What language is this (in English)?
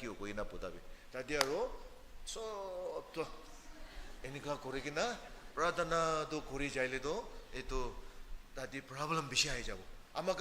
Naga Pidgin